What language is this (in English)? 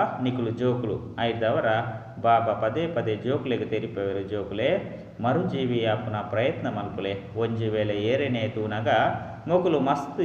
Tulu